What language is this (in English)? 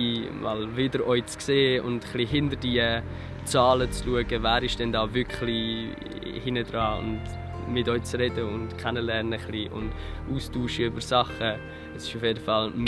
Swiss German